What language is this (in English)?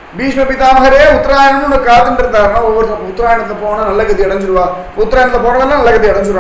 Tamil